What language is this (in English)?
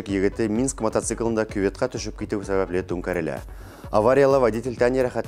Bashkir